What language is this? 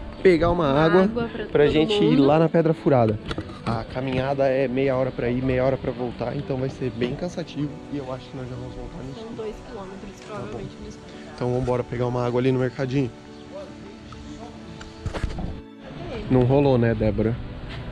Portuguese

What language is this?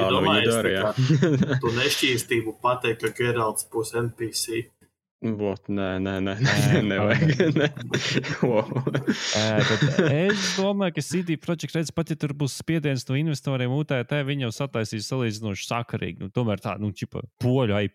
Latvian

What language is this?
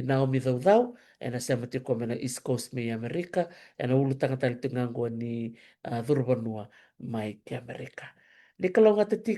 Fijian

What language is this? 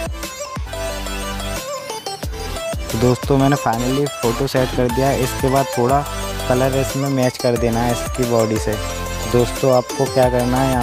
Hindi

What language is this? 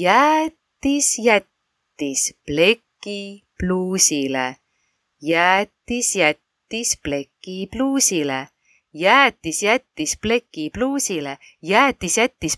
Estonian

